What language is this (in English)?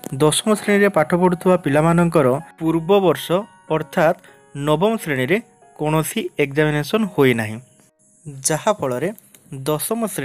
Odia